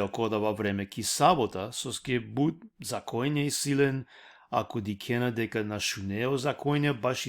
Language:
Balkan Romani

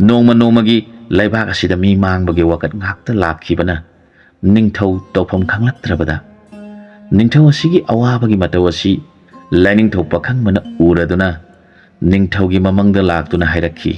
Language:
Manipuri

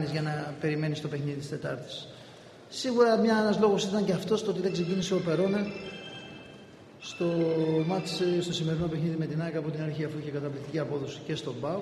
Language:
Greek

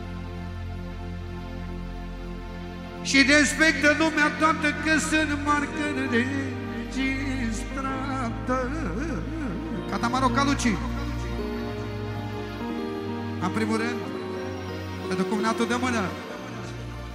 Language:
Romanian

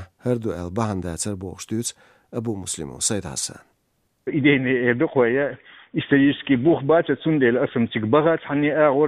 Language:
Chechen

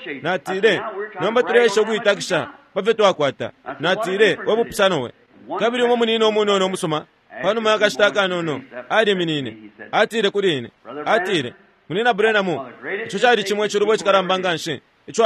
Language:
Bemba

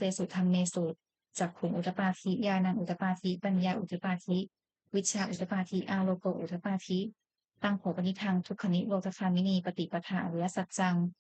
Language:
Pali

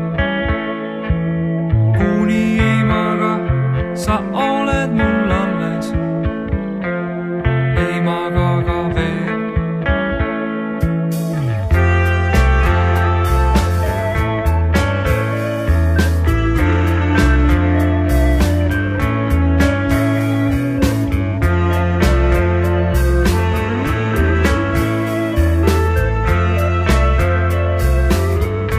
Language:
Estonian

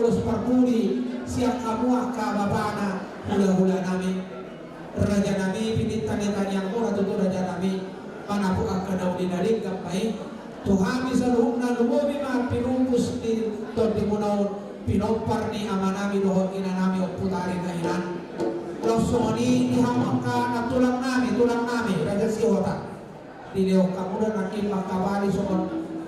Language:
Batak Toba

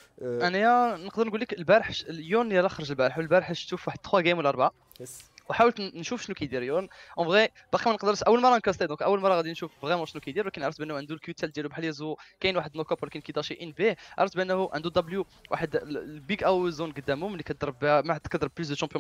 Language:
Moroccan Arabic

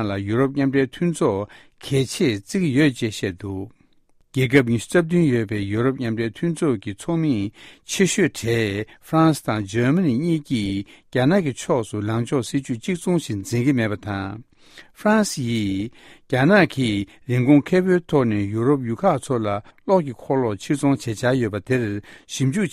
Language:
Tibetan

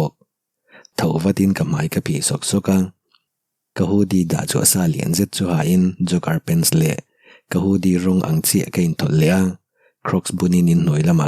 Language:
Mizo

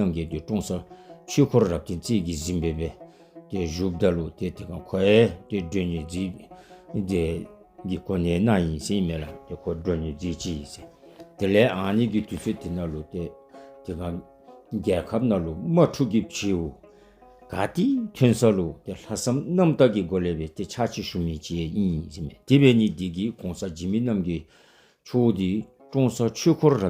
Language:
Dzongkha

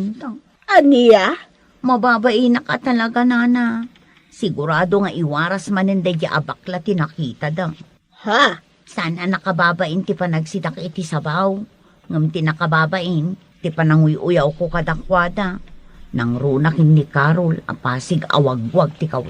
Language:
Iloko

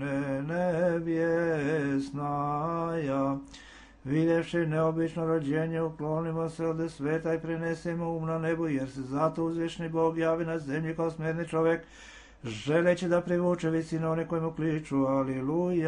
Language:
Serbian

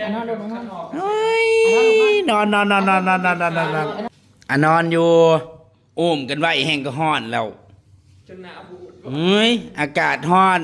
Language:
Northeastern Thai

